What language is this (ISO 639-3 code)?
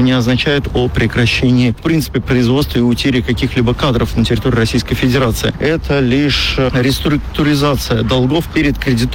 rus